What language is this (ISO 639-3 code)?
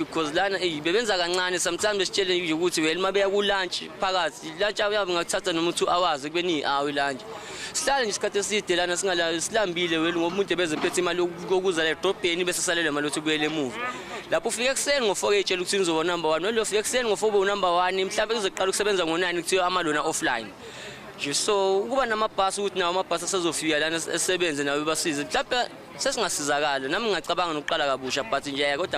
zul